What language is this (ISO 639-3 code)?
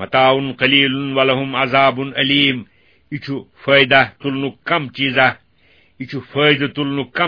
kas